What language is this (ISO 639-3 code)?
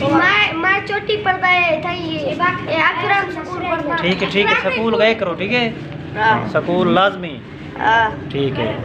skr